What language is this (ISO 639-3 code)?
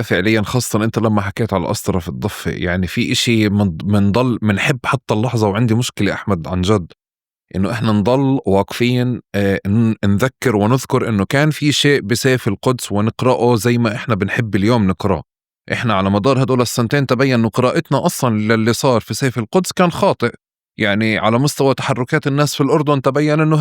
apc